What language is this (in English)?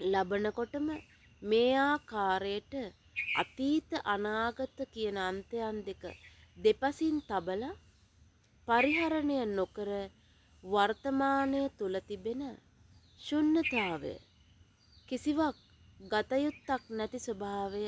Sinhala